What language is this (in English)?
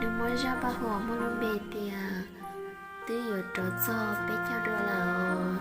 Hmong